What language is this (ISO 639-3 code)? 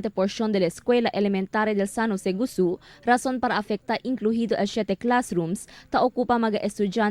cbk